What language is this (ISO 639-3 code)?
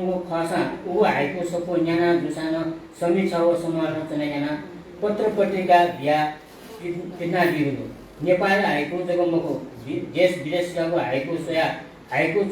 new